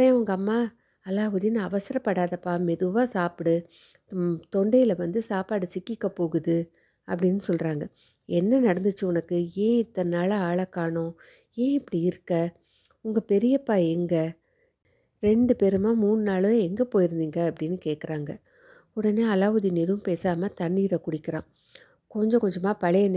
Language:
Tamil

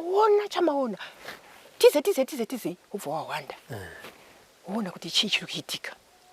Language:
Shona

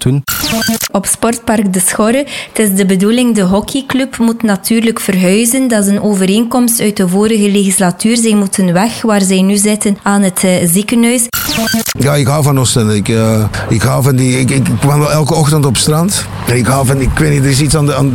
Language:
Dutch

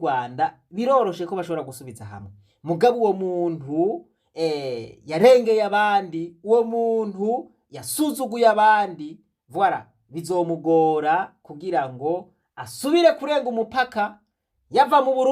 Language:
Rundi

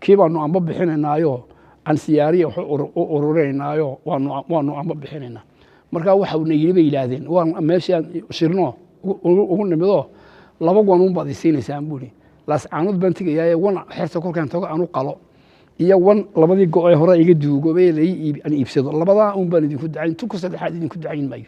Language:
Somali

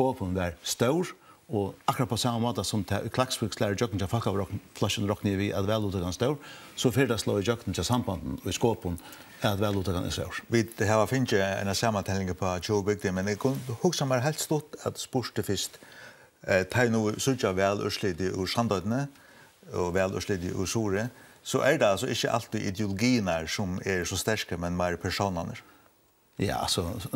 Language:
Faroese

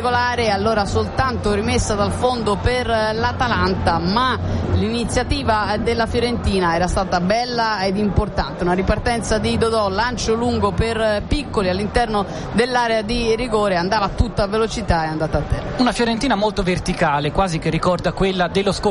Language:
Italian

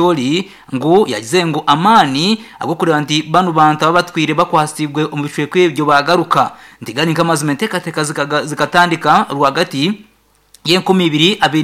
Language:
Nyankole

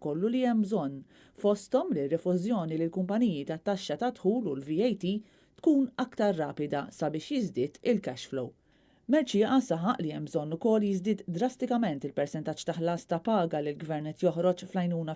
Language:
Maltese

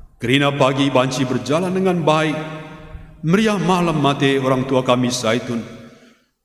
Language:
Batak Karo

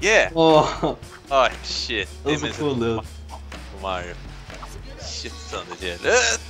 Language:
Faroese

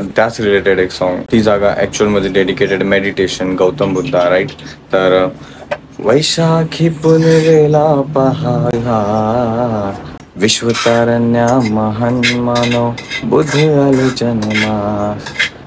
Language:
Marathi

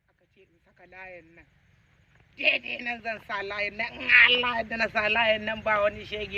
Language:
Hausa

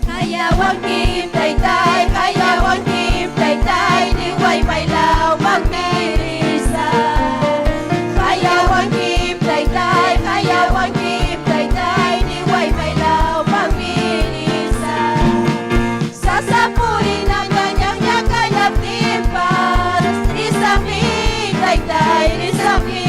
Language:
Ayacucho Quechua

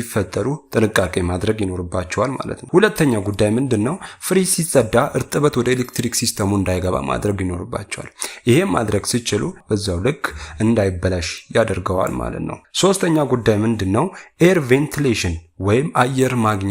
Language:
Amharic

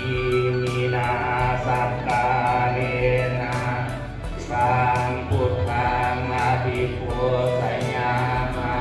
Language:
Pali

